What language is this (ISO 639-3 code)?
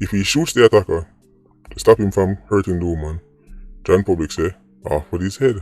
jam